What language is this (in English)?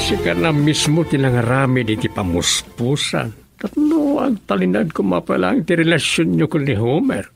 Iloko